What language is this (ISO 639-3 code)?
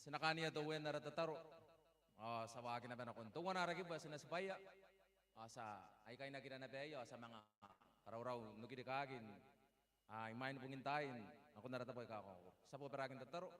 gil